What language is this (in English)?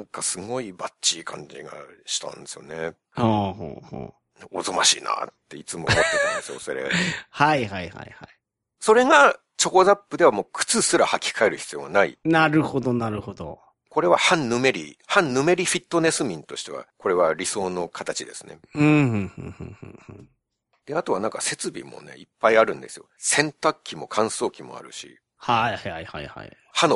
Japanese